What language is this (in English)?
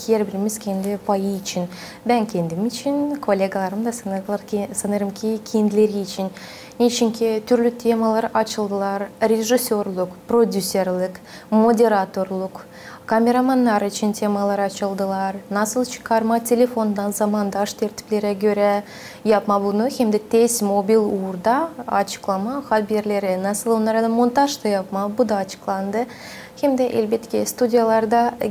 Gagauz